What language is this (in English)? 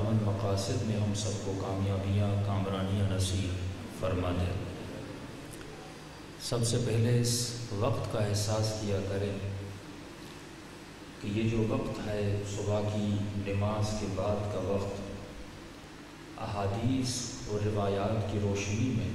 Urdu